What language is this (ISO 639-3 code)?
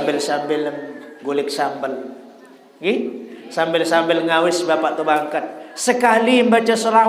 sas